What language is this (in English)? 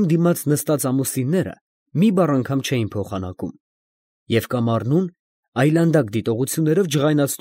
Armenian